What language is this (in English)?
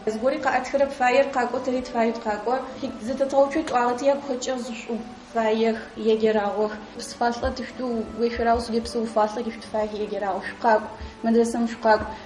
Adyghe